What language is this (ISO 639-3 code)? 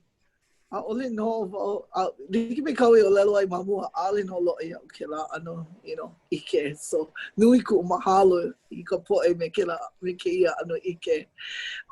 haw